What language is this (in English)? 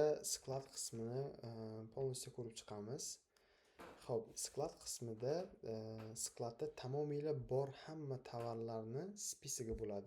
Uzbek